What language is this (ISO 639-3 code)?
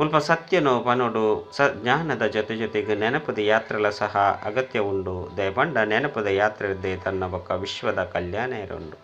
tcy